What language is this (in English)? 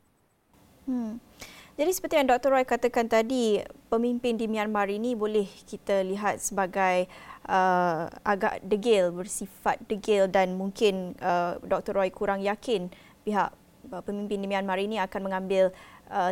Malay